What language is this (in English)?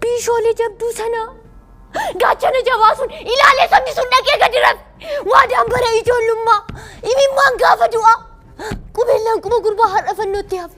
Oromo